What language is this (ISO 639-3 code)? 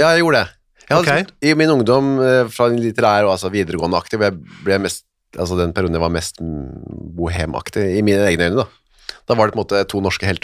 nor